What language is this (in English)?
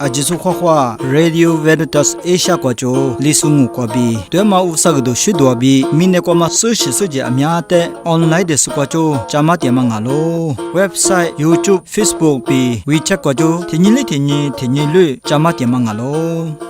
Lisu